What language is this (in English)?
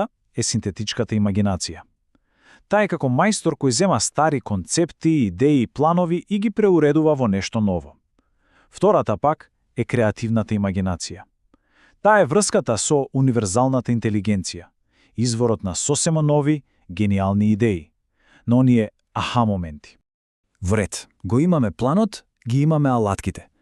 Macedonian